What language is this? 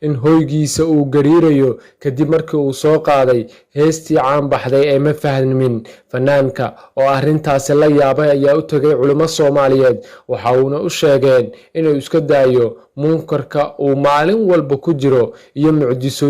Somali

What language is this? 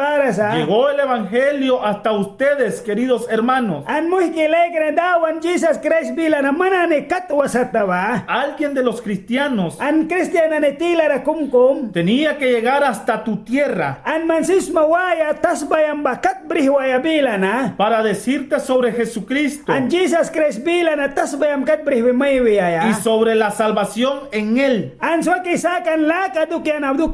Mískito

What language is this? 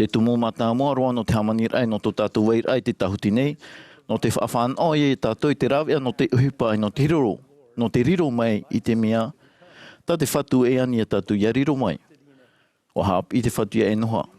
Tahitian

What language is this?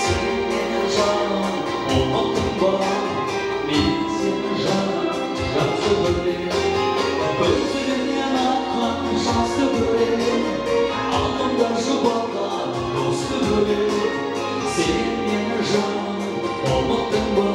Kara-Kalpak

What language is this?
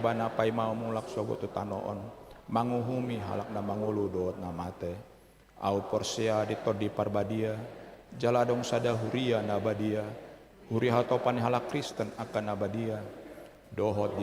Batak Toba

